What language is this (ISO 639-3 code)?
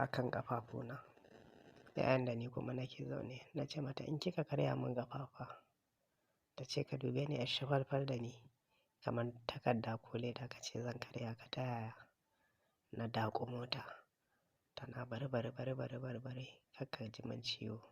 hau